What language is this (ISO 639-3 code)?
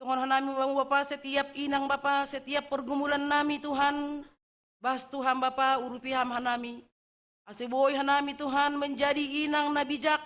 bts